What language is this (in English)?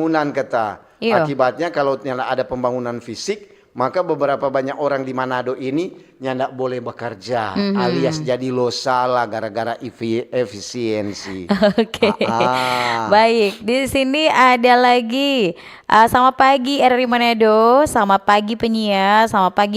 Manado Malay